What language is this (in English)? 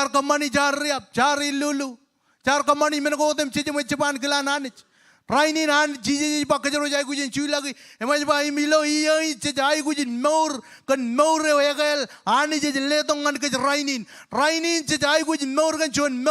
Marshallese